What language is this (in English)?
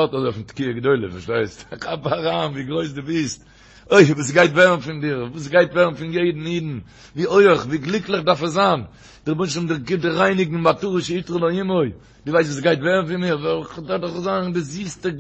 Yiddish